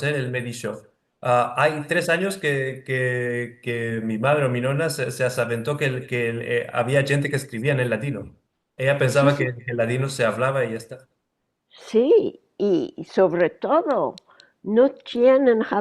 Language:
Ladino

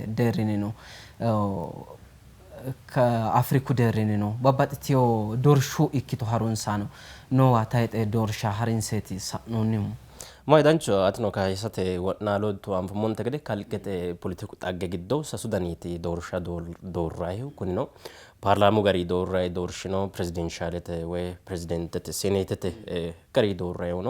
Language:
Sidamo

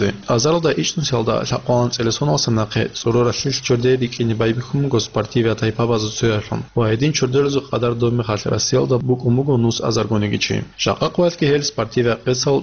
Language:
Avaric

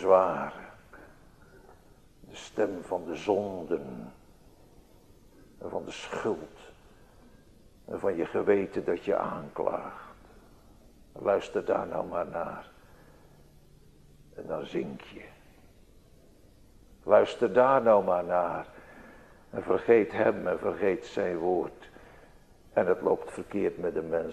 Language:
Dutch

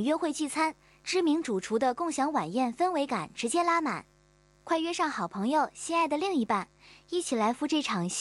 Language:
Chinese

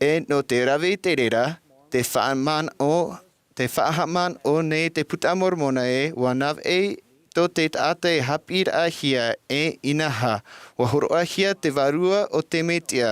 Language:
Tahitian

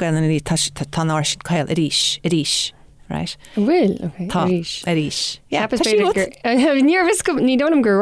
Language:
Irish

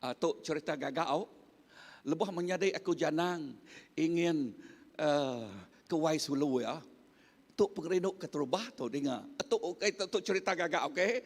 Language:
Iban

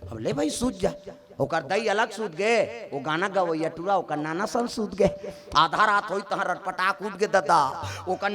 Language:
Chhattisgarhi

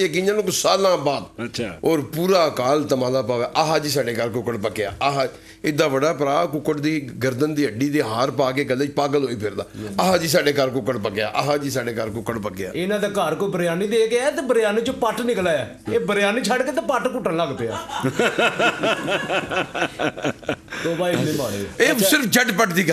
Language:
Punjabi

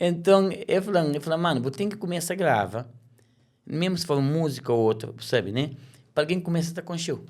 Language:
Kabuverdianu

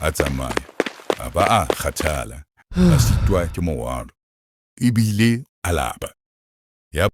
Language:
Southern Sotho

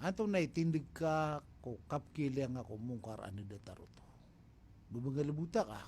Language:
Maranao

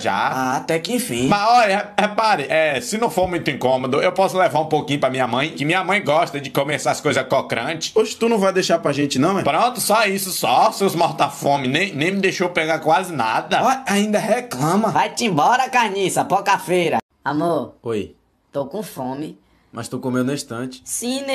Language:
Portuguese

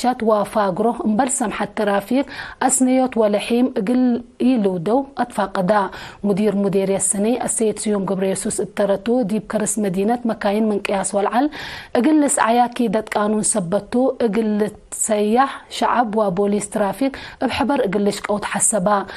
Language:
Tigre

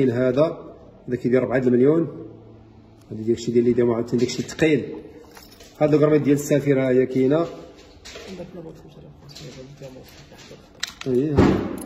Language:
Moroccan Arabic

